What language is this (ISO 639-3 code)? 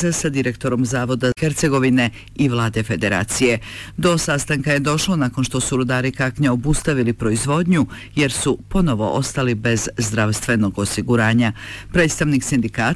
bos